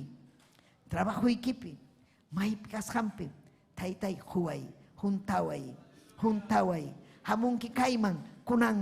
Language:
Ayacucho Quechua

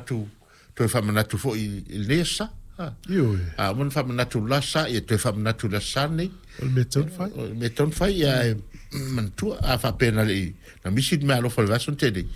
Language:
Samoan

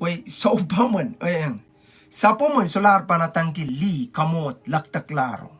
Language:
Pohnpeian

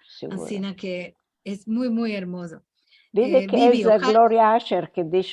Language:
Ladino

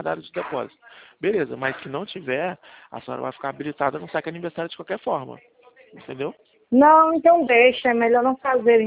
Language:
Portuguese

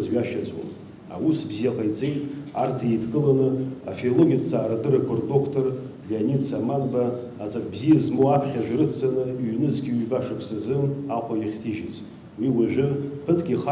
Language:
Abkhazian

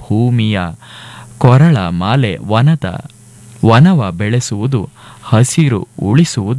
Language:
Kannada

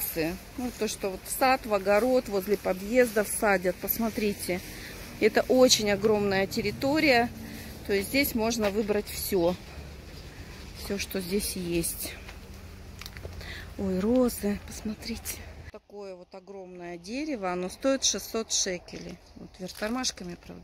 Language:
Russian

